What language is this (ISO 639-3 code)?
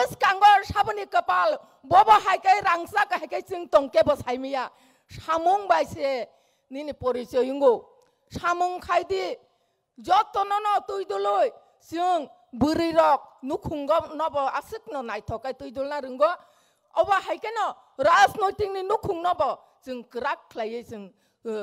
trp